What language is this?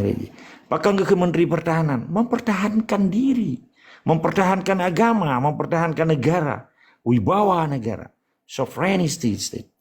Achinese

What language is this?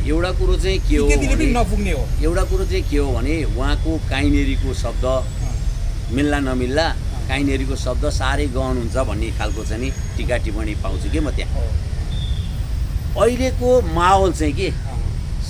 Nepali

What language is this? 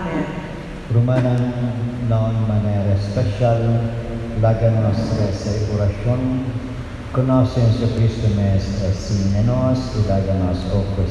Papiamento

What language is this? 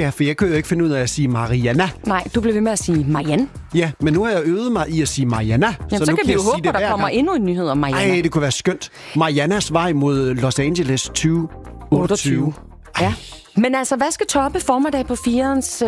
Danish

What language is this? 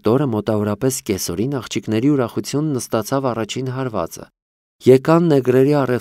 Armenian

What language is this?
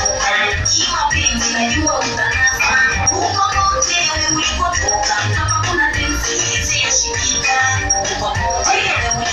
Swahili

